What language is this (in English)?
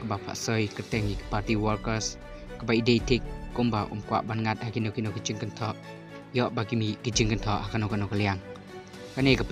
Khasi